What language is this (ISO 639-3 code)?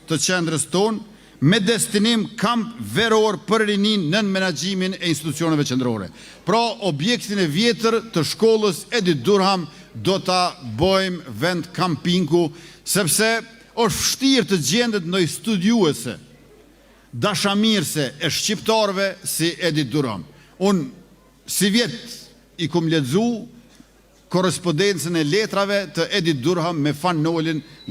sqi